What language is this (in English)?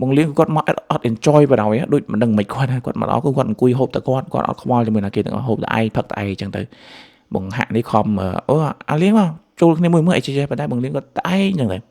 Khmer